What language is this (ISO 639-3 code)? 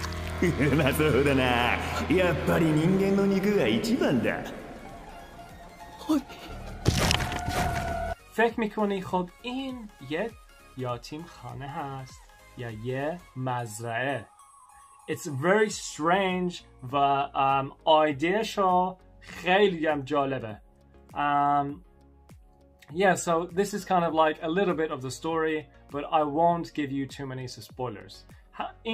fas